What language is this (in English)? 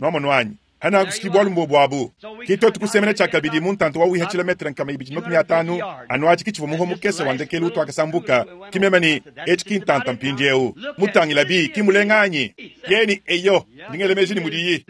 Luba-Lulua